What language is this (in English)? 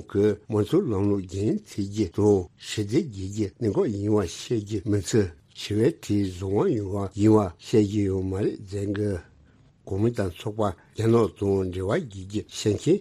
Tibetan